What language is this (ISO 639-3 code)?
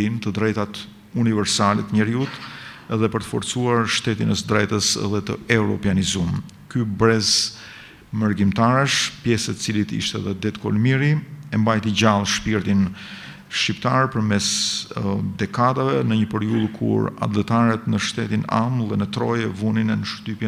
sqi